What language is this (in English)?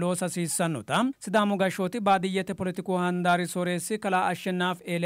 Sidamo